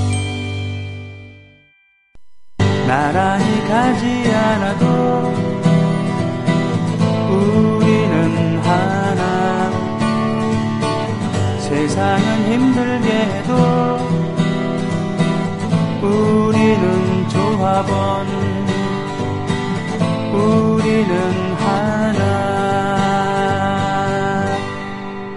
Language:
Korean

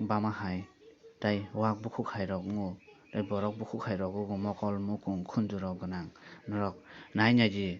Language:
Kok Borok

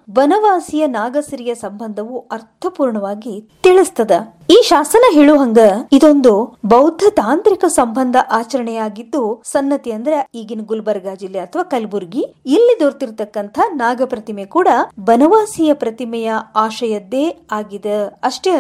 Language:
Kannada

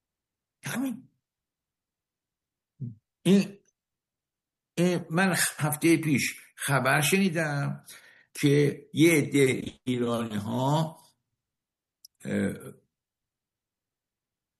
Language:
Persian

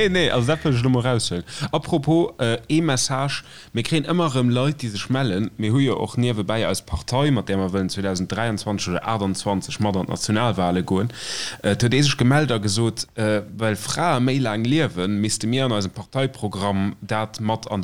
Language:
Luxembourgish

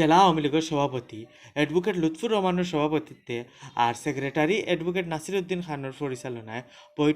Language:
Sylheti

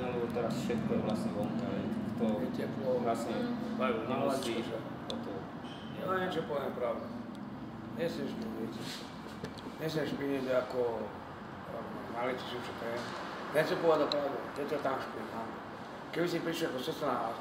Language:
Slovak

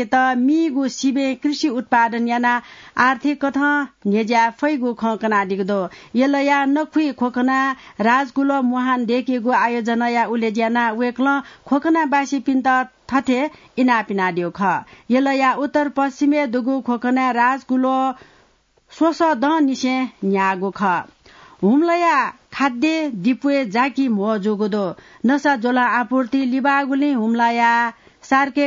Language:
Newari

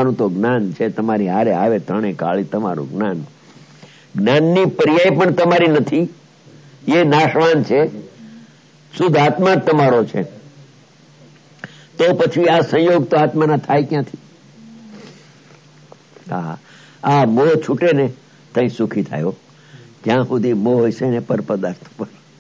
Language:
Gujarati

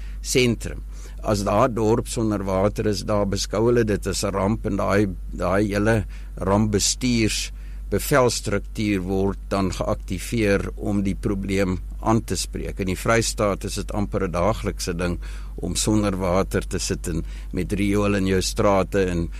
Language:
Afrikaans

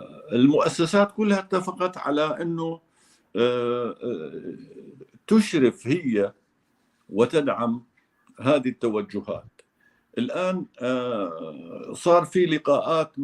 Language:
North Levantine Arabic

